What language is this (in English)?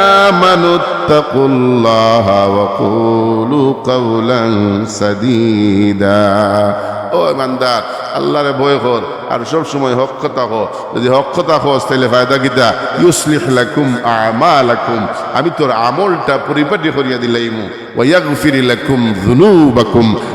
Sylheti